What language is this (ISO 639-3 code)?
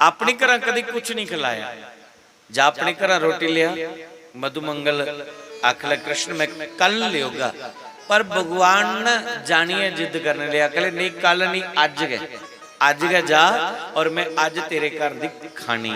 doi